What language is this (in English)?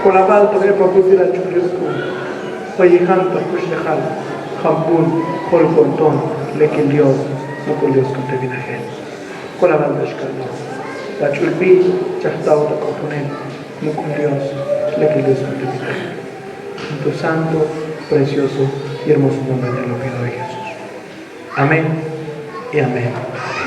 Tzotzil